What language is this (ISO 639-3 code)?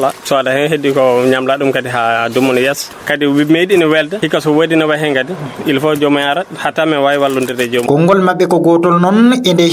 ful